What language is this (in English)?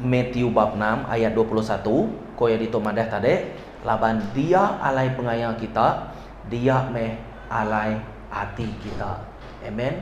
Iban